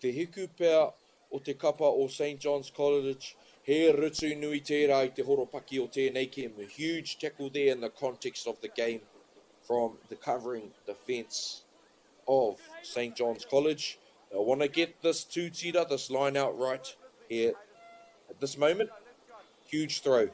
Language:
Māori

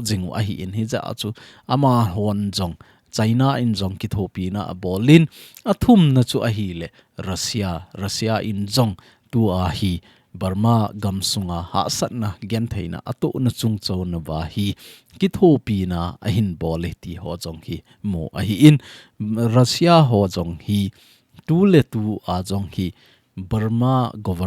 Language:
Thado Chin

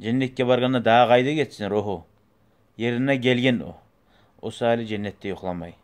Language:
Kumyk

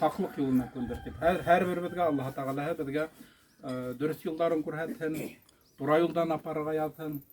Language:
Bashkir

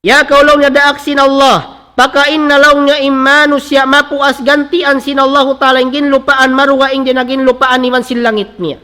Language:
Tausug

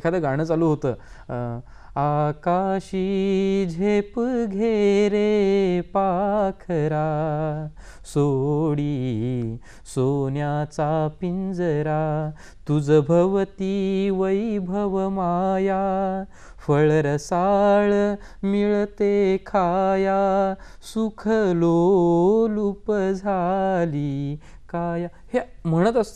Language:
Marathi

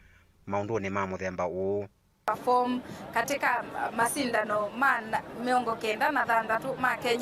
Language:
Kamba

